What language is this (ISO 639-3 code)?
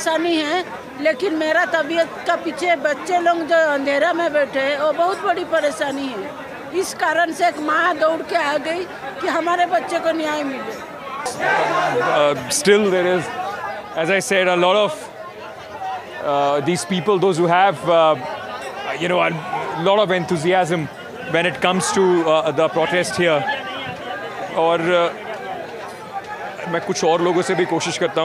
hin